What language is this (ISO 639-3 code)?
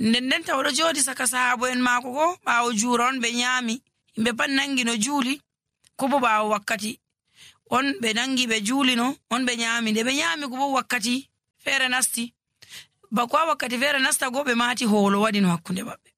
fuv